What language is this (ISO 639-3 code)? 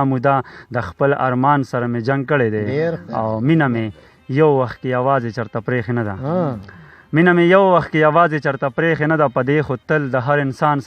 pus